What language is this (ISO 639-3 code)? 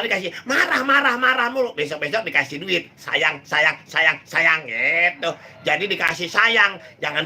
bew